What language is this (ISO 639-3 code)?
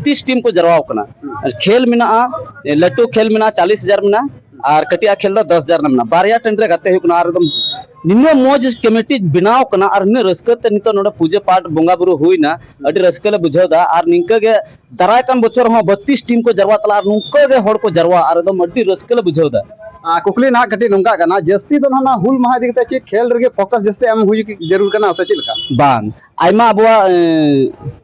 sat